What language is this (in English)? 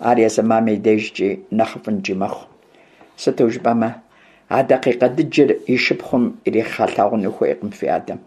Kabardian